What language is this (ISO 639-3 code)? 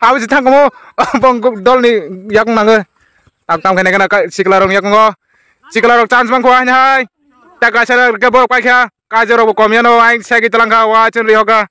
trp